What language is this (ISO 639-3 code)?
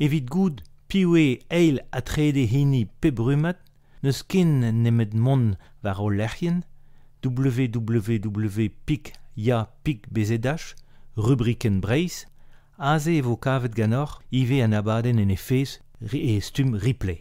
bre